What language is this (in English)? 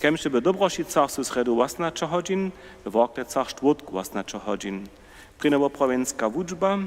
Upper Sorbian